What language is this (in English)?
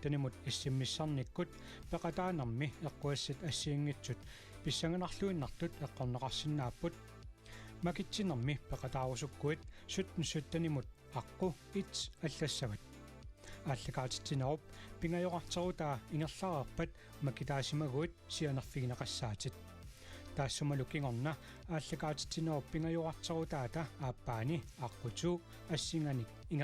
Kalaallisut